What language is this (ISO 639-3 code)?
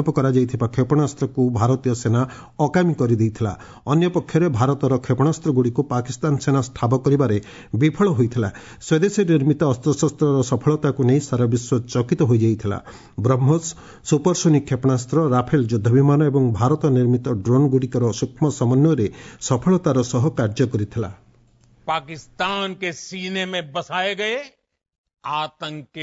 ori